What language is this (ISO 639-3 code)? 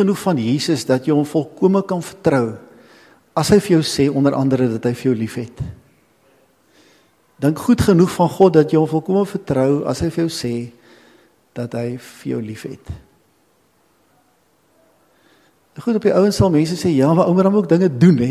afr